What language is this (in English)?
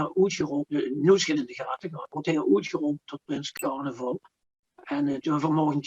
Limburgish